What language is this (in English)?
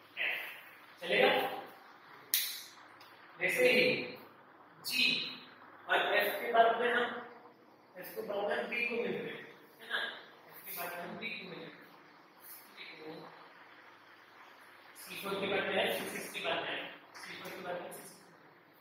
Hindi